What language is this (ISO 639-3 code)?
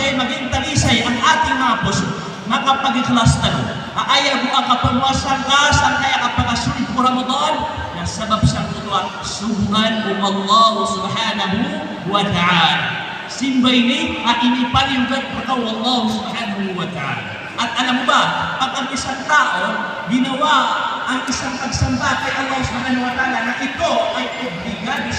mrw